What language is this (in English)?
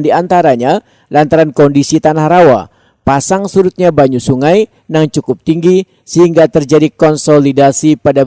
Banjar